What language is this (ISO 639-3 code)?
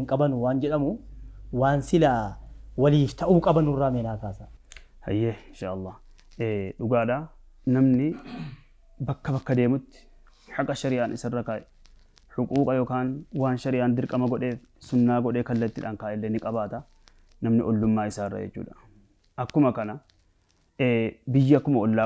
orm